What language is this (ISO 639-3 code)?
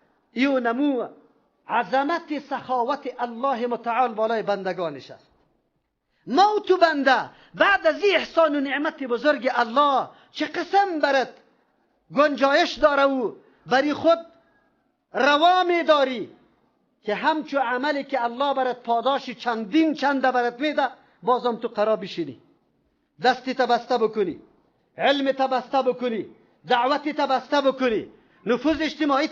fas